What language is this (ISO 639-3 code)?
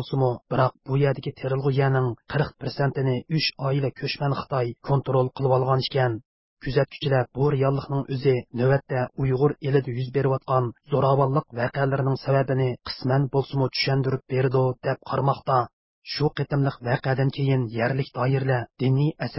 uig